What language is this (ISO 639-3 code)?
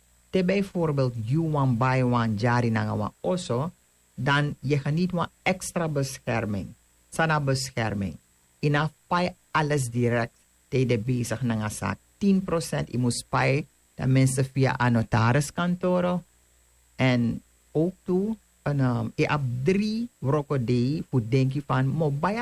srn